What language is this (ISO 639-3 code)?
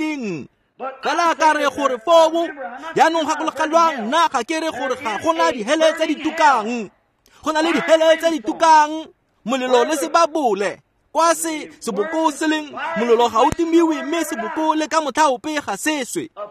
tsn